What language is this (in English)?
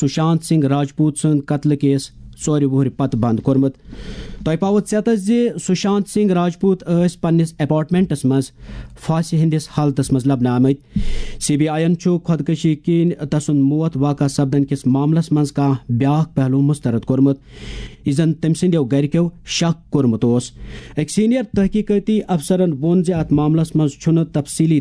Kashmiri